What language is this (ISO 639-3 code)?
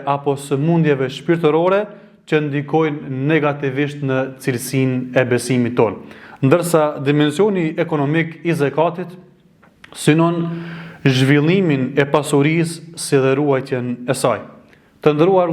sqi